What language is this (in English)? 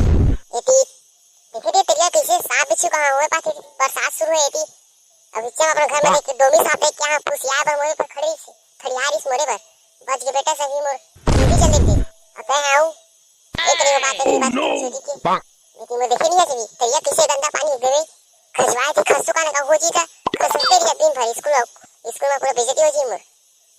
Chhattisgarhi